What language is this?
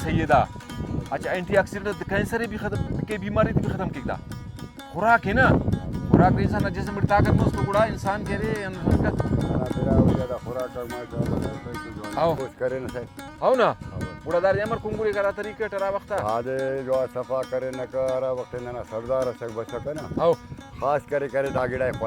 Brahui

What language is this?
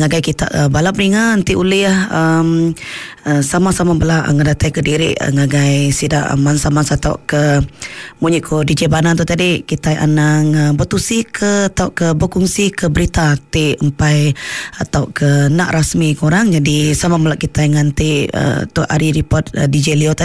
Iban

